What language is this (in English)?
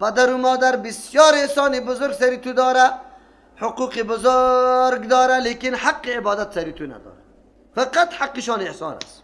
Persian